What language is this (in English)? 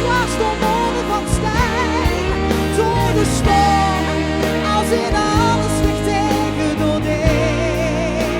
Limburgish